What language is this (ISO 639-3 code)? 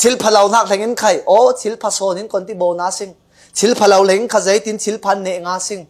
cfm